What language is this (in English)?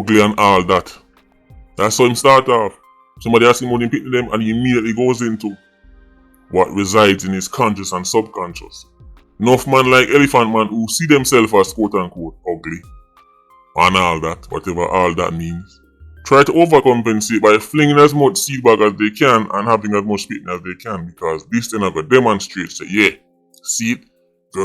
Jamaican Creole English